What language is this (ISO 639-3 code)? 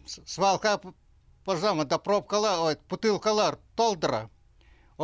kjh